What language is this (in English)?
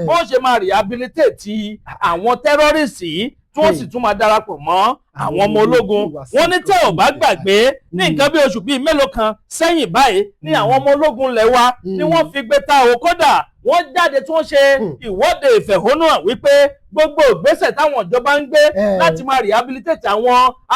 Yoruba